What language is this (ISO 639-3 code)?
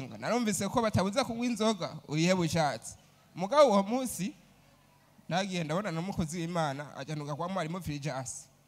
run